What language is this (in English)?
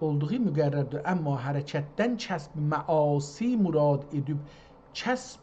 South Azerbaijani